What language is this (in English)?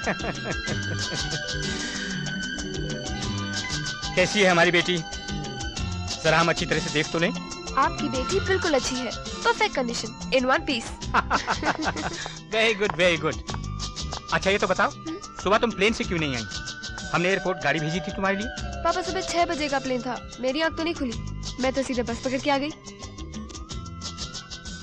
Hindi